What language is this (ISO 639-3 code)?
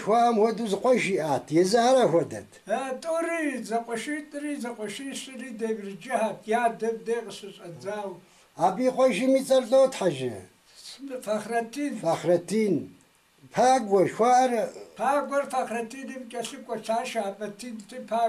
kbd